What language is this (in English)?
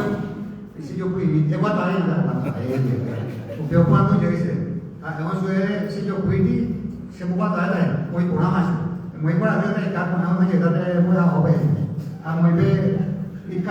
Guarani